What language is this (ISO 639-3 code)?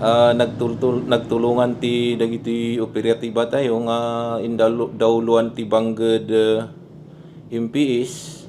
ilo